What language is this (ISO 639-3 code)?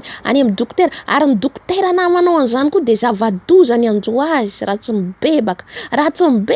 mlg